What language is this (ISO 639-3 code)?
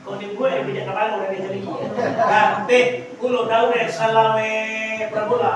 min